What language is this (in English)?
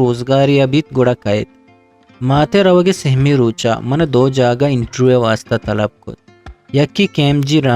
Eastern Balochi